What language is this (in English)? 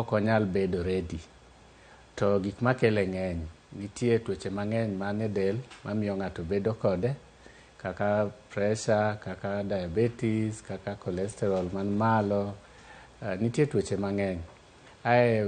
Luo (Kenya and Tanzania)